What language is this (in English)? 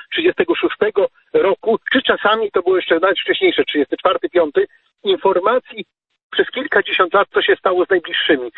Polish